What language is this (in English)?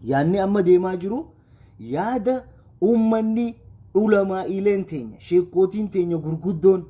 Oromo